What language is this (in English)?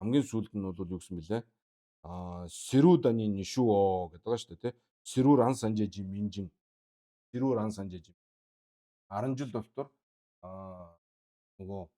Mongolian